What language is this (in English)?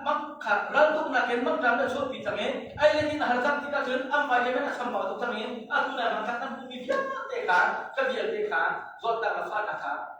Hakha Chin